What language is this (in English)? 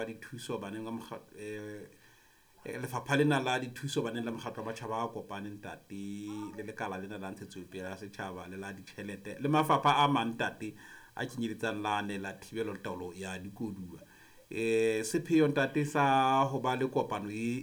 Southern Sotho